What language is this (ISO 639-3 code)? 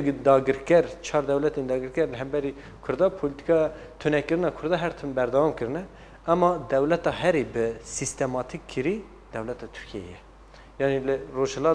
kur